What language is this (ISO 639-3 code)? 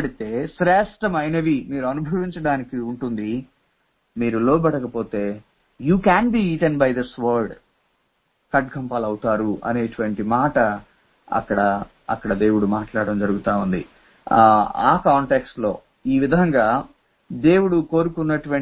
tel